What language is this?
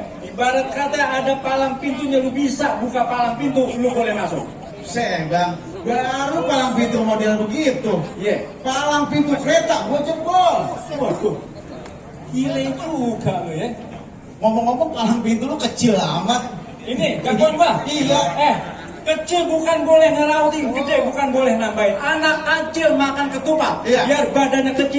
Betawi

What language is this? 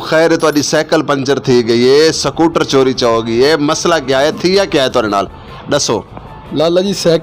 Saraiki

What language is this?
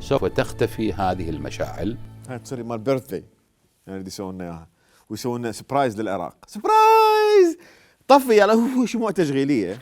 Mesopotamian Arabic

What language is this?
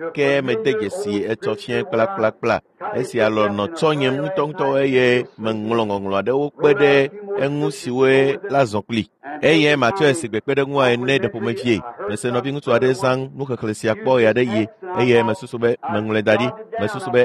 Ewe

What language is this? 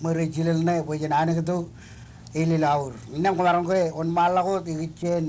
Marshallese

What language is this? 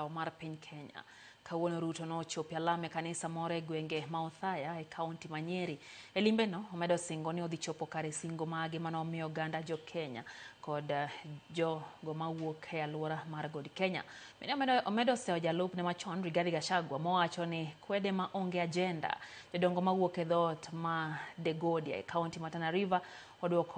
Luo (Kenya and Tanzania)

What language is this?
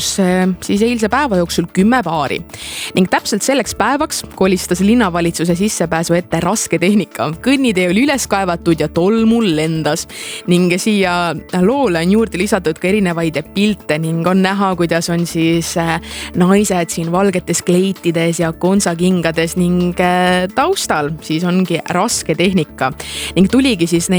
Estonian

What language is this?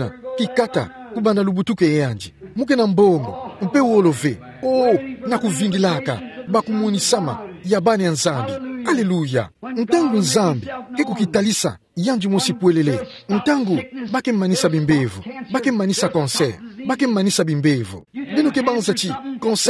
Kituba (Democratic Republic of Congo)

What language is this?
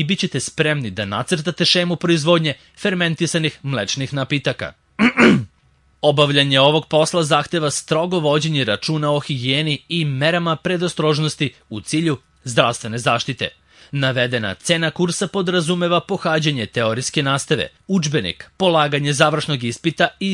Serbian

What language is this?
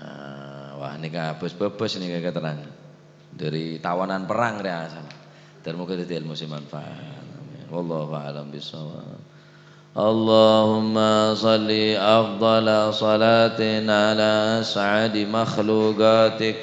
Madurese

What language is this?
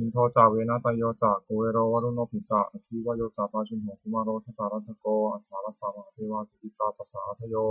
Pali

